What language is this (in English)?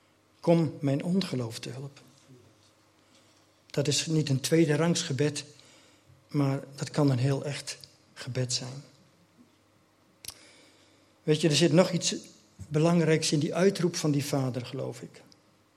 Dutch